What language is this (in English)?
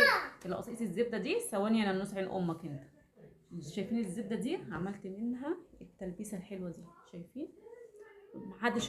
Egyptian Arabic